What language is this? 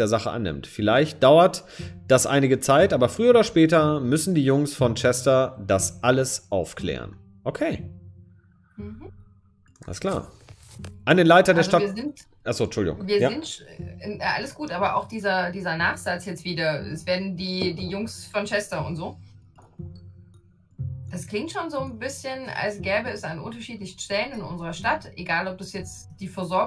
German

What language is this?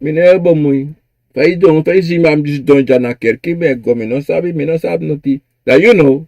Sranan Tongo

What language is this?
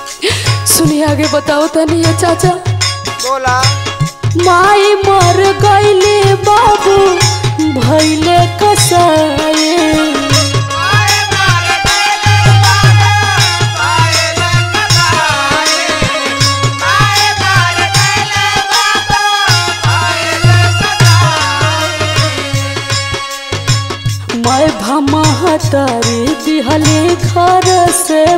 Bhojpuri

